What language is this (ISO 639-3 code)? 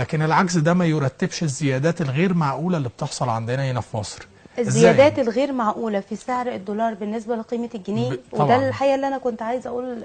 arz